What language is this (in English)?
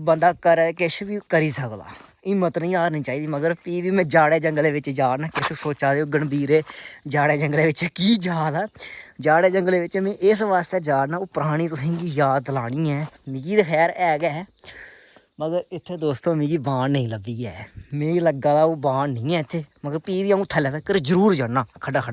Dogri